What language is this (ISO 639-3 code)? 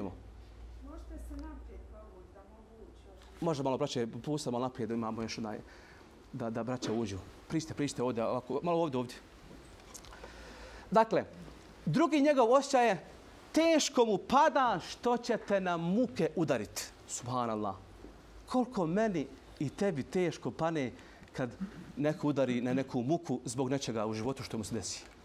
bos